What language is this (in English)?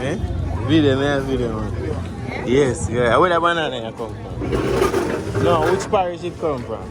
Jamaican Creole English